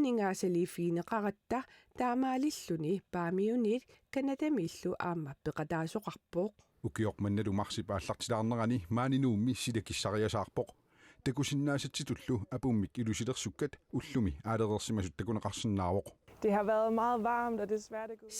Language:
Kalaallisut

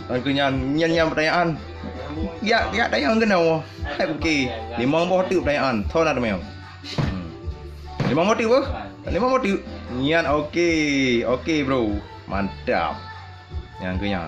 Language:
Achinese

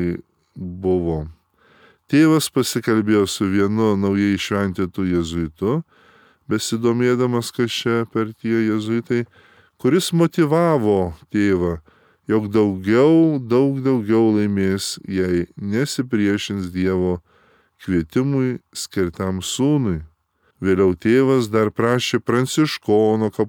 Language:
Lithuanian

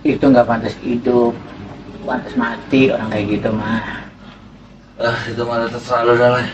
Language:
Betawi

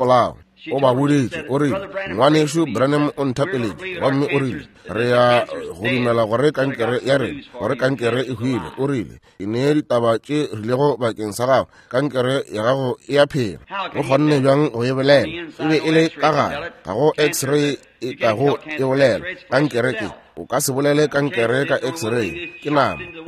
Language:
Northern Sotho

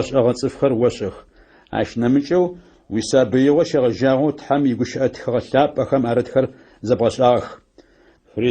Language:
Adyghe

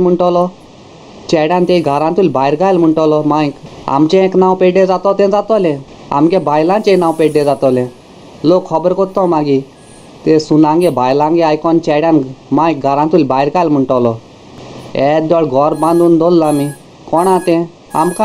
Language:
Konkani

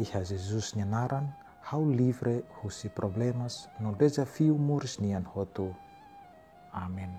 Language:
Tetum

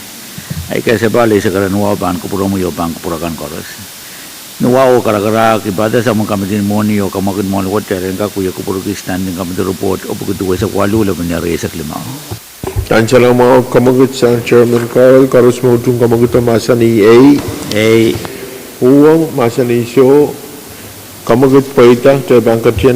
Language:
Pohnpeian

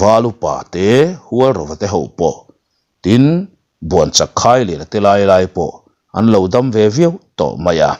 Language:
Mizo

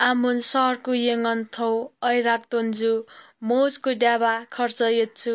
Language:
Newari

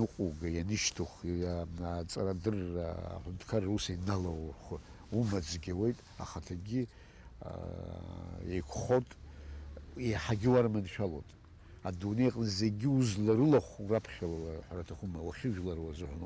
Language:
Abkhazian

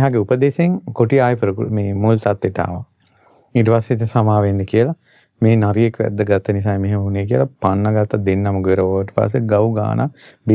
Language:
Sinhala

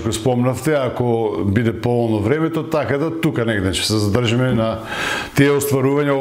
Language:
Macedonian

